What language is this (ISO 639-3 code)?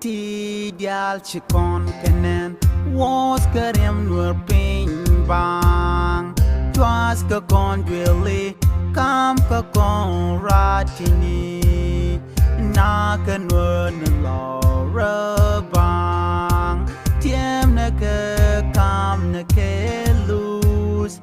nus